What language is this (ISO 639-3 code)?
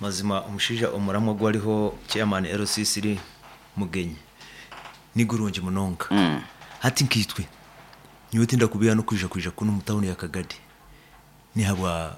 nyo